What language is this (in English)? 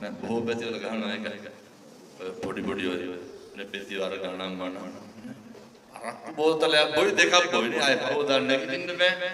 Sinhala